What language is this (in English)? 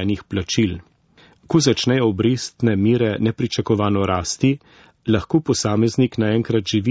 Slovenian